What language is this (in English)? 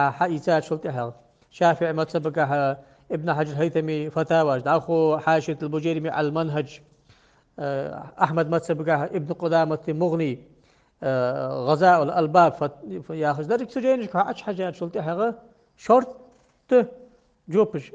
Ingush